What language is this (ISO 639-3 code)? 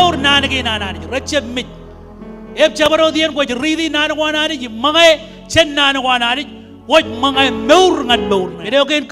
mah